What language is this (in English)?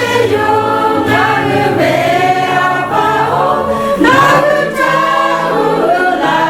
Lahu